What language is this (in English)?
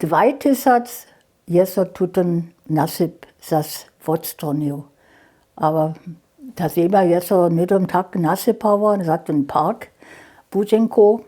Upper Sorbian